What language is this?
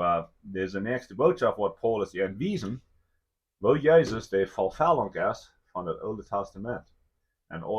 Plautdietsch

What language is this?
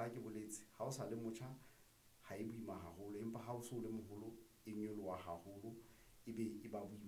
Southern Sotho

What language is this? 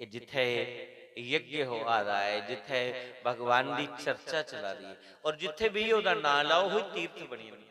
Dogri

